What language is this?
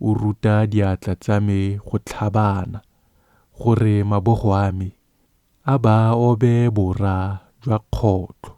Tswana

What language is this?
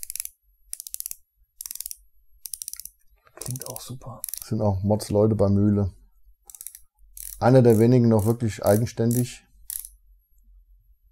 German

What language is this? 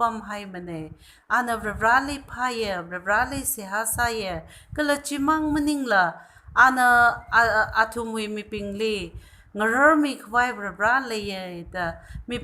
Tangkhul Naga (India)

